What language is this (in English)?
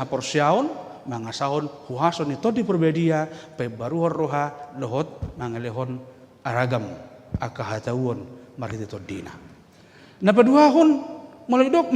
Batak Toba